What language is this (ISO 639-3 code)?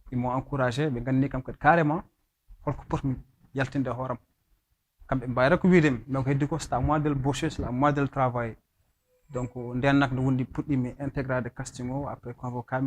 ful